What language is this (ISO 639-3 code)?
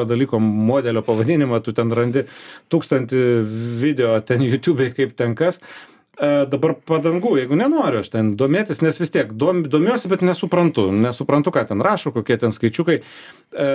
lit